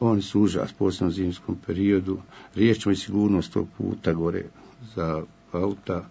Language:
Bosnian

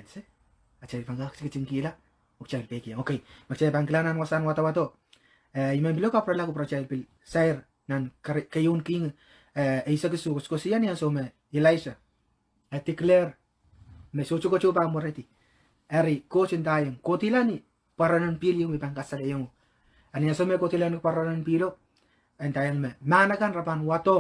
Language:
Pohnpeian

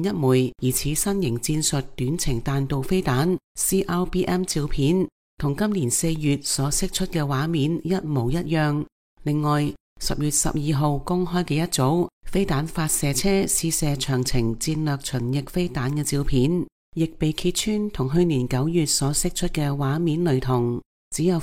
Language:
Cantonese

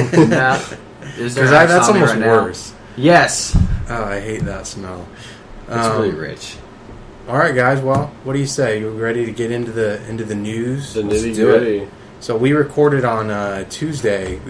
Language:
English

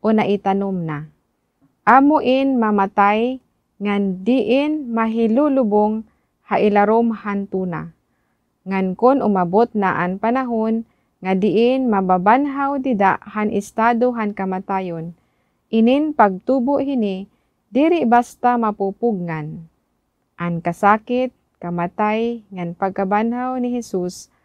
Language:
Waray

